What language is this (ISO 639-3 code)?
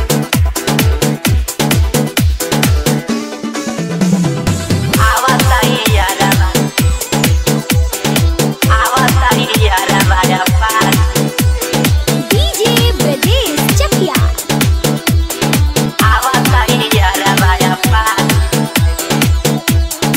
bho